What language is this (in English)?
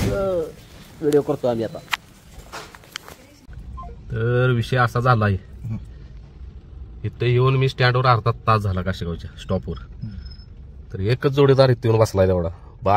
Marathi